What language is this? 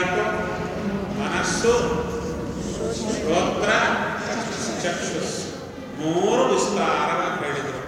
Kannada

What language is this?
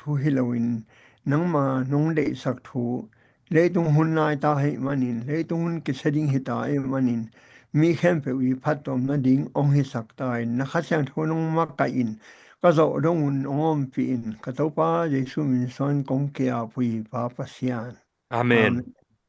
Tedim Chin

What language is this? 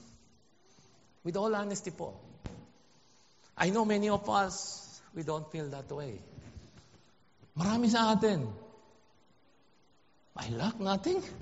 Filipino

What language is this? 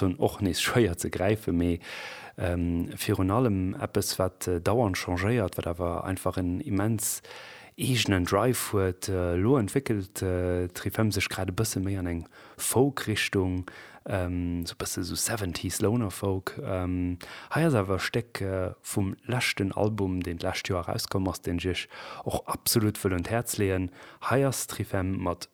Luxembourgish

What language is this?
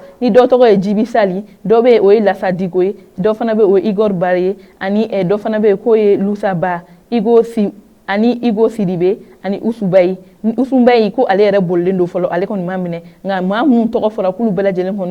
Bambara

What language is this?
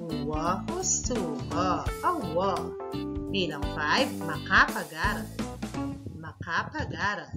Pampanga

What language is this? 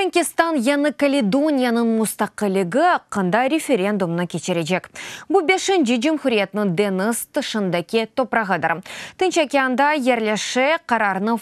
Crimean Tatar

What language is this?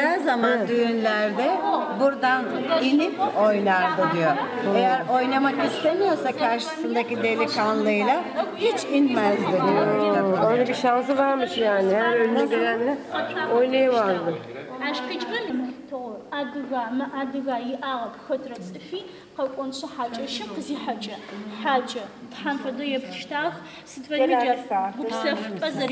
Adyghe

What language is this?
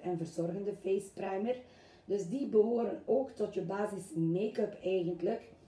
Dutch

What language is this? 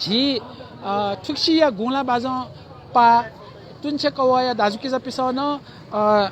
Newari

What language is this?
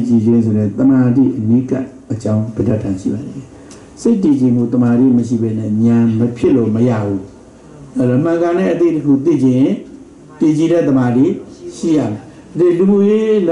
Burmese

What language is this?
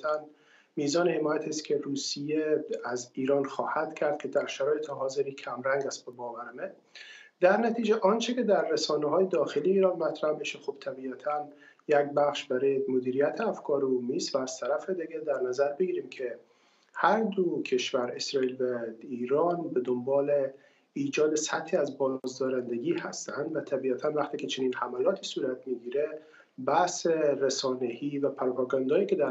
Persian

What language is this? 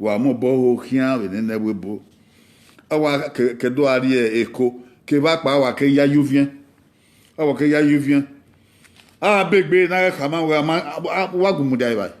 Bini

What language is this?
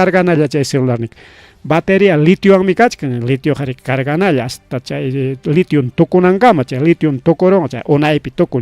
Ayacucho Quechua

